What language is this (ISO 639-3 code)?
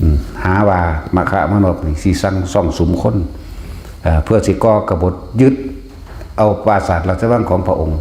tts